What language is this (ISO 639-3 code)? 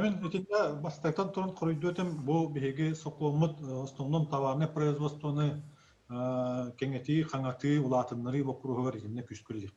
sah